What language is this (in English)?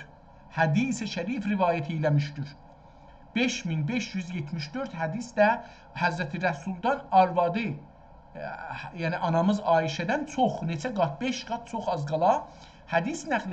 South Azerbaijani